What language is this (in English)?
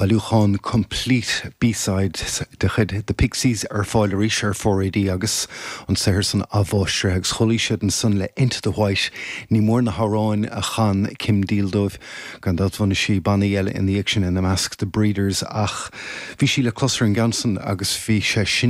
Irish